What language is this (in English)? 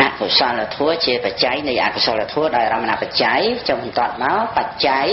Khmer